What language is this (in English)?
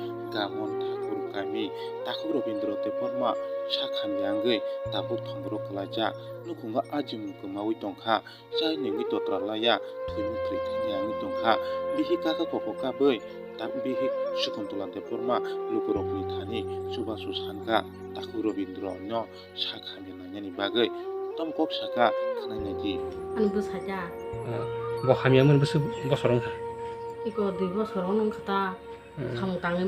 Kok Borok